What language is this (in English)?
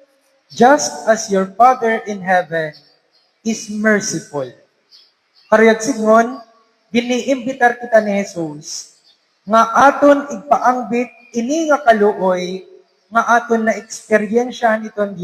Waray